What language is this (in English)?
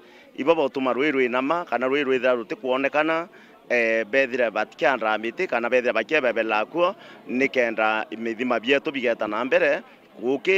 Meru